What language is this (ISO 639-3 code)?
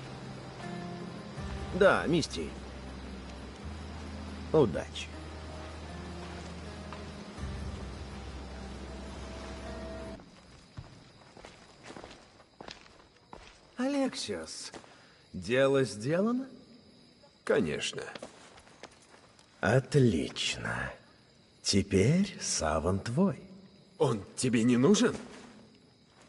rus